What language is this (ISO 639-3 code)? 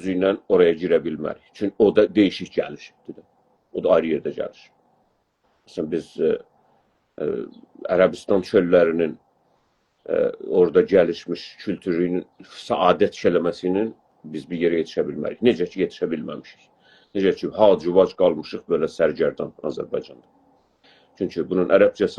azb